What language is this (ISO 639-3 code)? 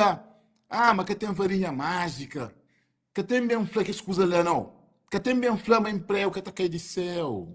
kea